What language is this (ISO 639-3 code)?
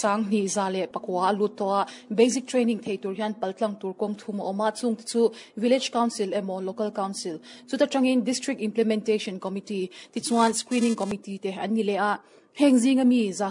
lus